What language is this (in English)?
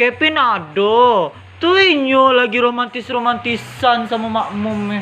Minangkabau